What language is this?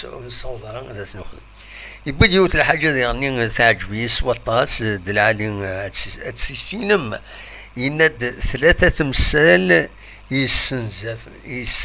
Kabyle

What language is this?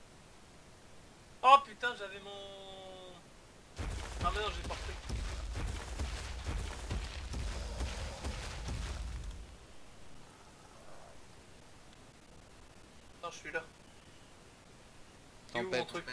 French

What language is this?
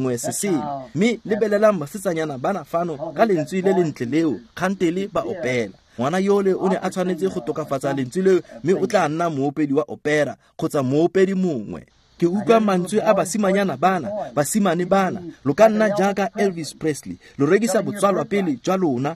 Tswana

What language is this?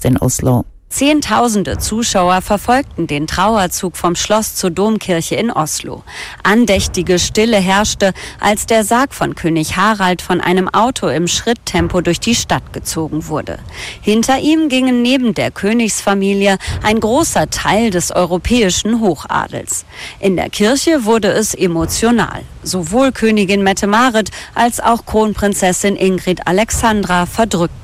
German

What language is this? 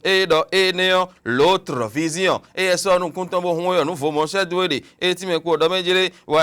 Fon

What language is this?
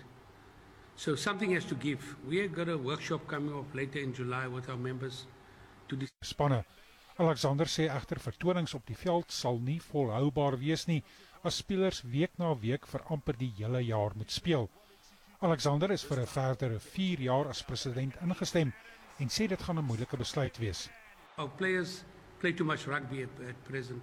Afrikaans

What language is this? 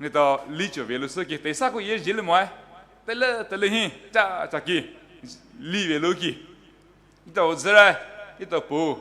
Poumei Naga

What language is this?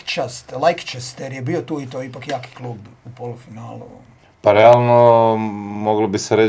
Croatian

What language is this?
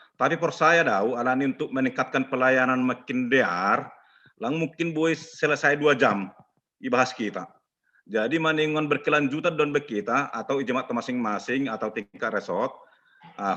Batak Simalungun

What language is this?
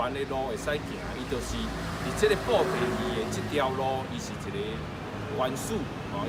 Min Nan Chinese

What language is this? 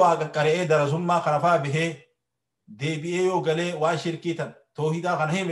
Oromo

